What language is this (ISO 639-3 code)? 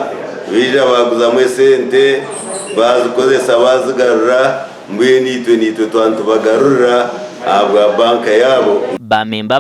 nyn